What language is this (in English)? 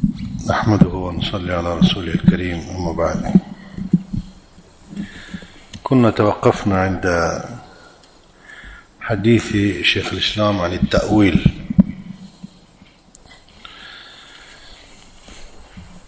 Arabic